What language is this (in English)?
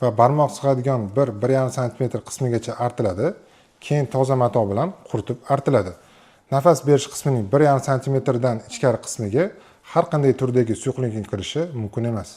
Uzbek